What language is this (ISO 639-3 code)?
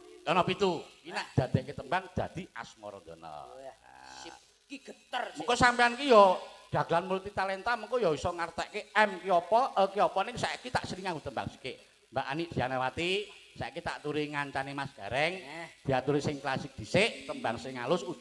jav